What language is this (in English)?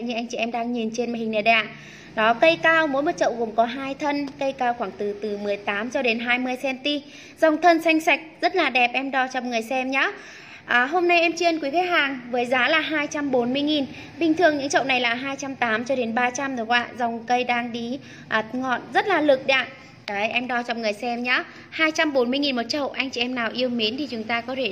Vietnamese